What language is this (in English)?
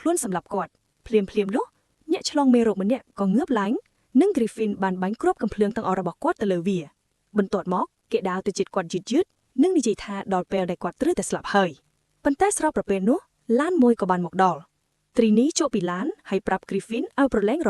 Khmer